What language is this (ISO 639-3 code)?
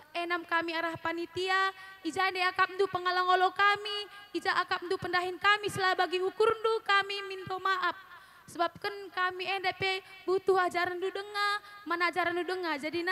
btx